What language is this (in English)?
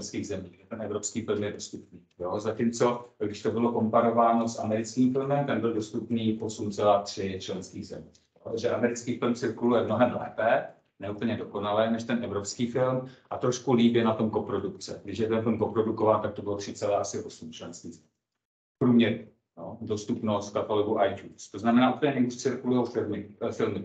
Czech